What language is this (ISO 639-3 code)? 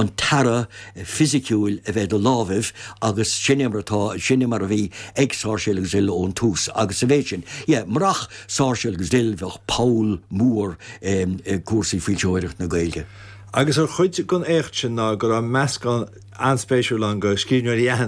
gle